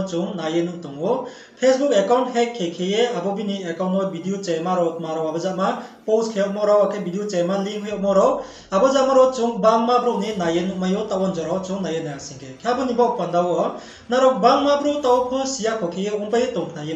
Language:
Riang (India)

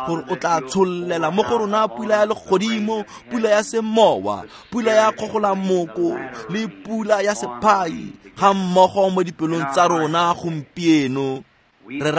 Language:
Tswana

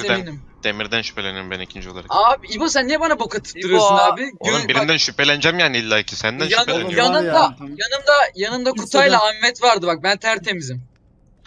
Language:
Turkish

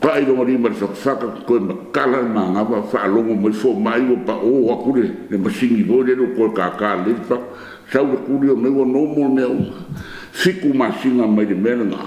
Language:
Samoan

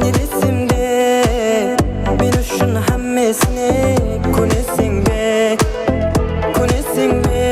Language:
Kara-Kalpak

